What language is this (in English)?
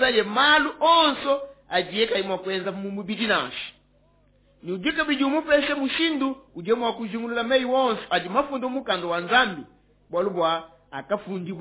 Luba-Lulua